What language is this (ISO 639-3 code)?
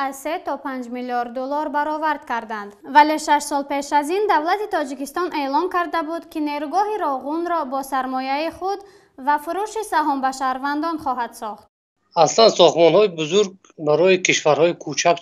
tgk